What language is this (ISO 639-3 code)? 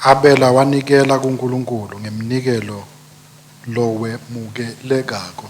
ssw